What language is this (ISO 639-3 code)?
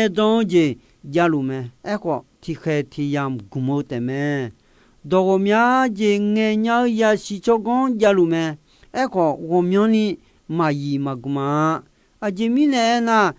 ahk